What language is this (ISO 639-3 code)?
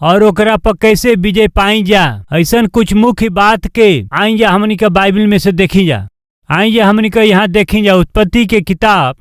bho